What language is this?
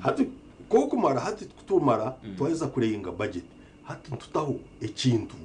Nyankole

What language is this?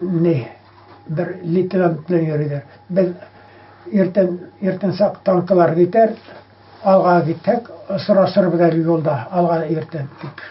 Bashkir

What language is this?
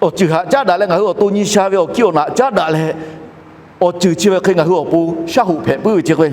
Lahu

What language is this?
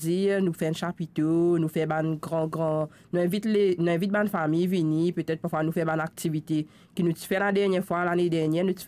Morisyen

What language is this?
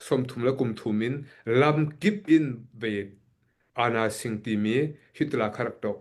Hakha Chin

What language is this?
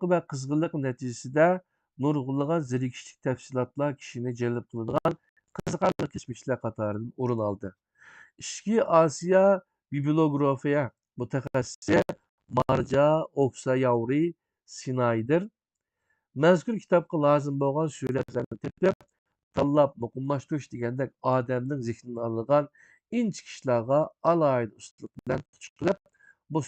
Uyghur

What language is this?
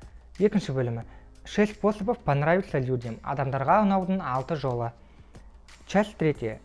Kazakh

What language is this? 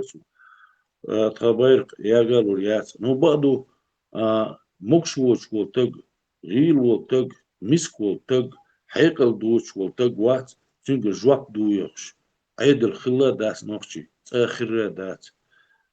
Chechen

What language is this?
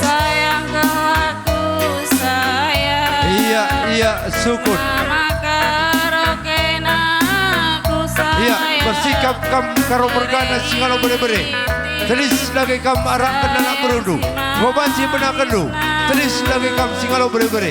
Batak Karo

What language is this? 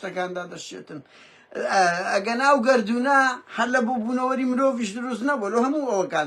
Central Kurdish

